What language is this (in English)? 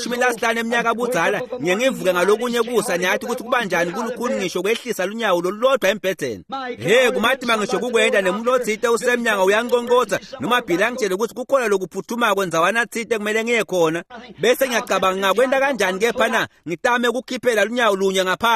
Swati